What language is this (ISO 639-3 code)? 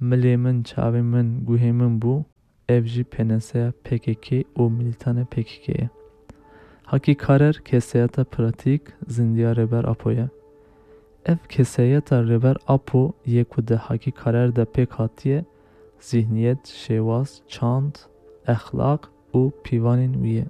kur